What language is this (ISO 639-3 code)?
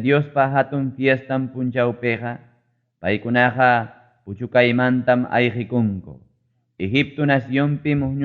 quy